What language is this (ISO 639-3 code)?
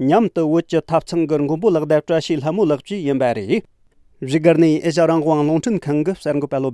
bod